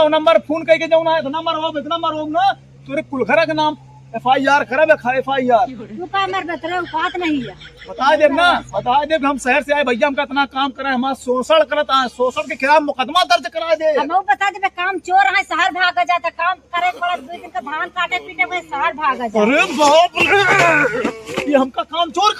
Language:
Awadhi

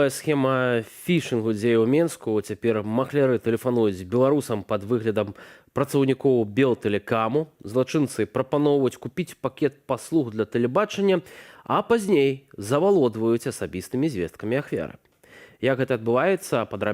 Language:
Belarusian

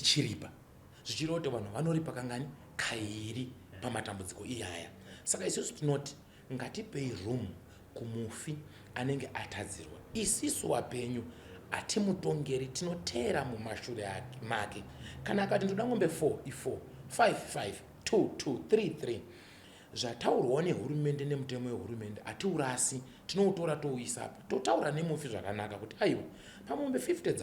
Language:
Shona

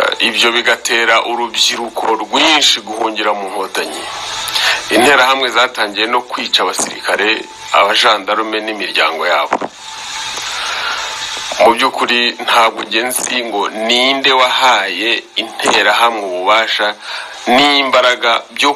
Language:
Kinyarwanda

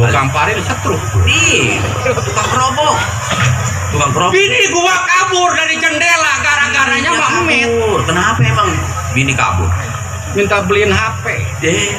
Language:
Betawi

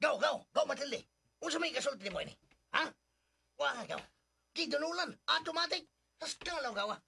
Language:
Cebuano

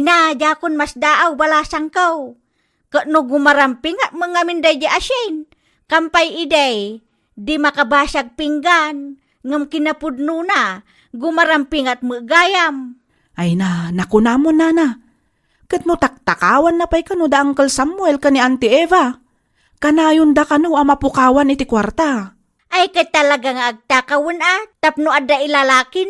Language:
Iloko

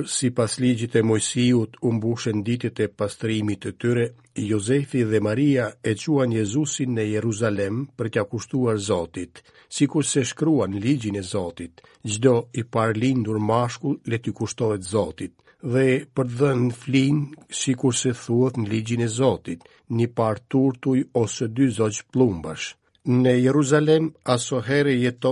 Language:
Albanian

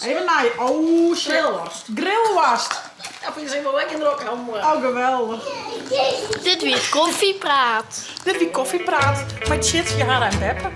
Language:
Western Frisian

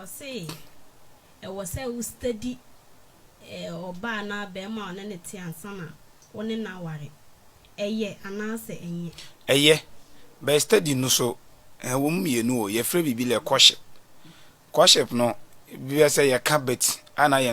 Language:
Akan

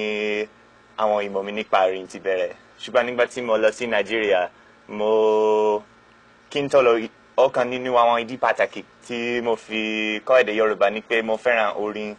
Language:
Yoruba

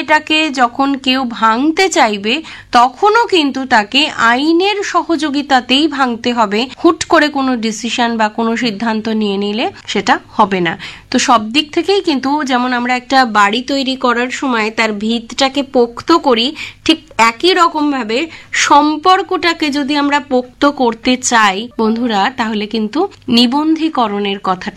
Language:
Bangla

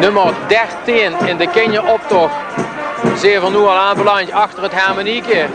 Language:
Limburgish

